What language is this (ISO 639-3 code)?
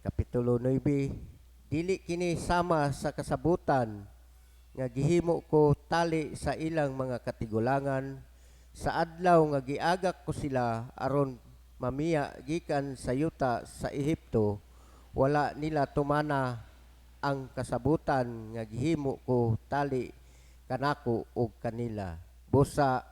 ceb